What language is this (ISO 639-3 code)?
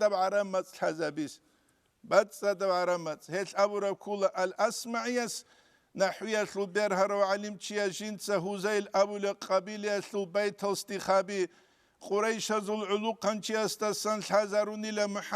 ava